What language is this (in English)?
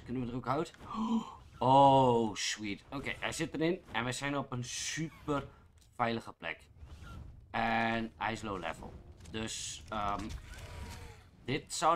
Dutch